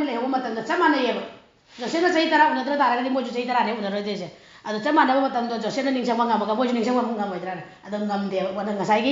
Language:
Manipuri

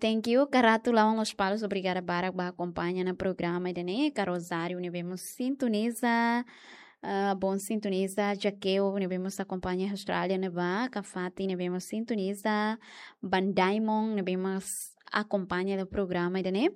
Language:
Tetum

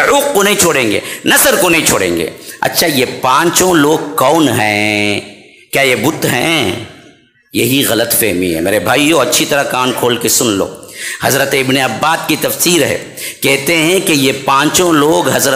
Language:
Urdu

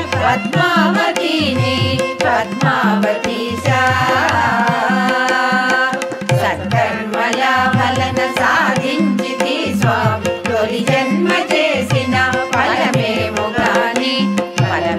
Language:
Telugu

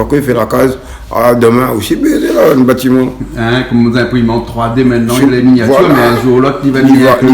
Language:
Réunion Creole French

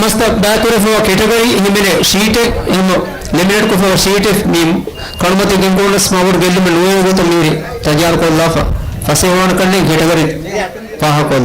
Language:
Divehi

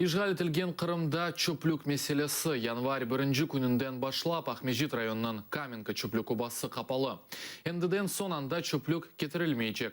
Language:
Crimean Tatar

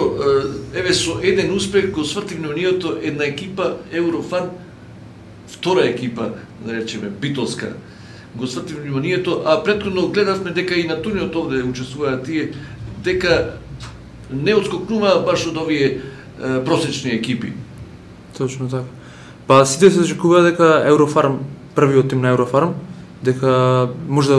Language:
Macedonian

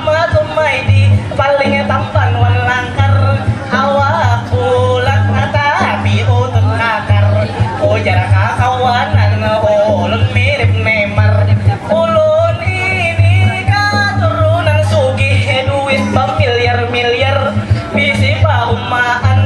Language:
Banjar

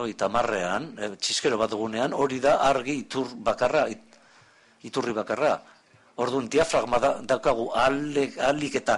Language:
Basque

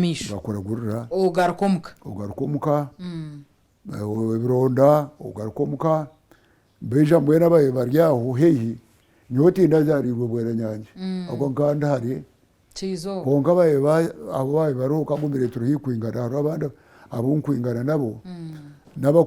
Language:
Nyankole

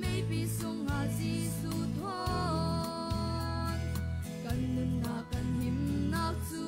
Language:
Falam Chin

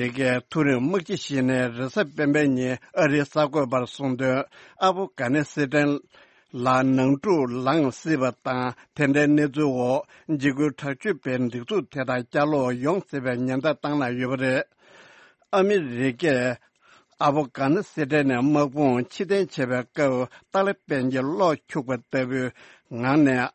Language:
Tibetan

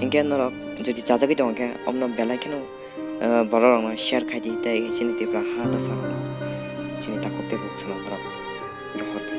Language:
Kok Borok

